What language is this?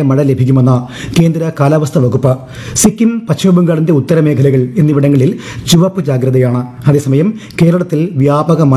Malayalam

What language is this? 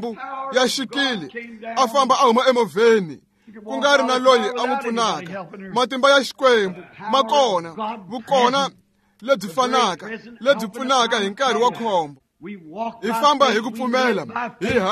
Tsonga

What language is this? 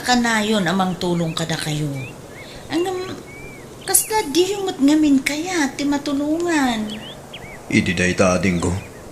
Iloko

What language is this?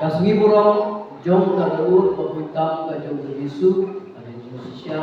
Khasi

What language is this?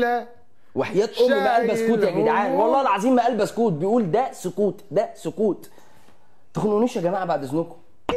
Egyptian Arabic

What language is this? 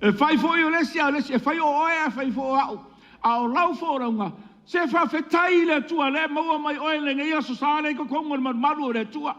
Samoan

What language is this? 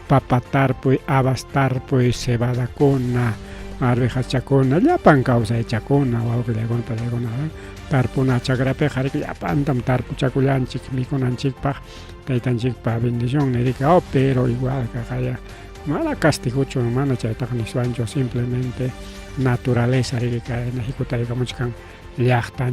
Ayacucho Quechua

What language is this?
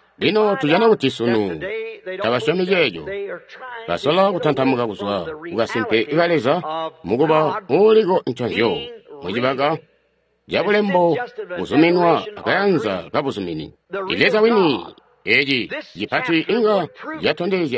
Tonga (Zambia)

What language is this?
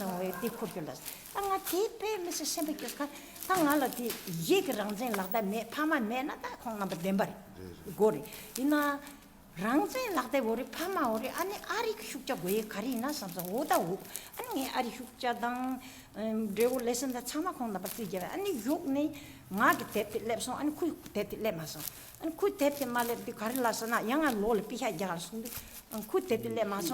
Tibetan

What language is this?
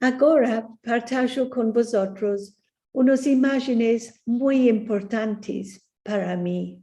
Ladino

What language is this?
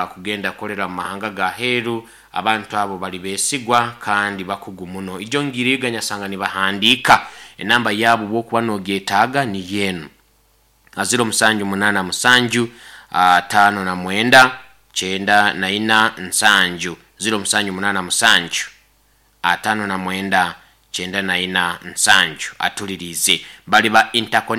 Nyoro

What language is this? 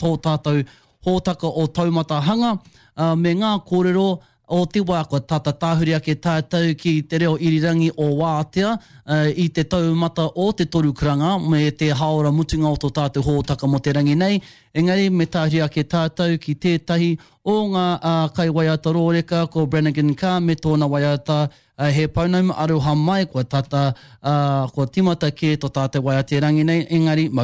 Māori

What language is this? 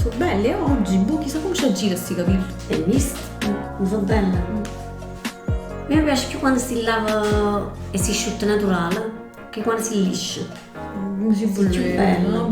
Neapolitan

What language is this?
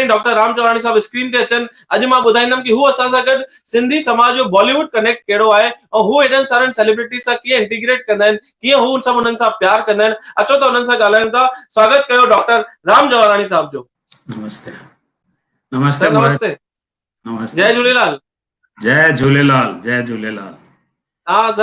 Sindhi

